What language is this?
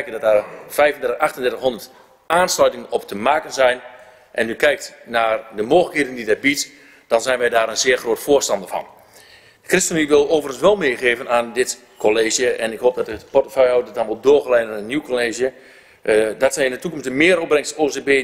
Dutch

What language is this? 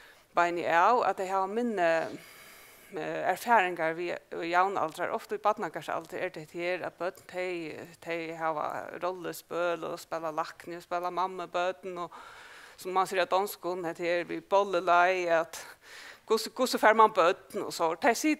Faroese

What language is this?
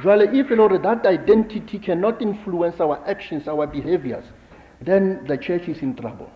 Southern Sotho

